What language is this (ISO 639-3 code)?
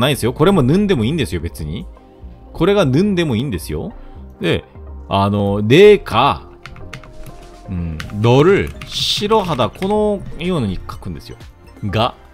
jpn